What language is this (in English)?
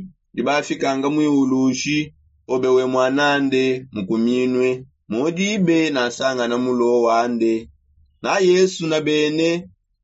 Songe